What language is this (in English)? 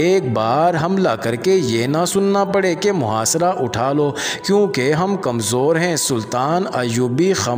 Urdu